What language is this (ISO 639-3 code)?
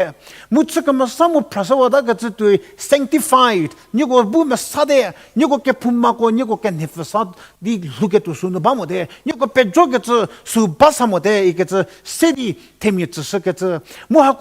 njm